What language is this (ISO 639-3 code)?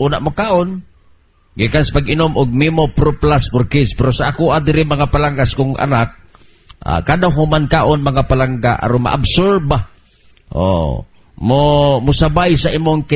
ceb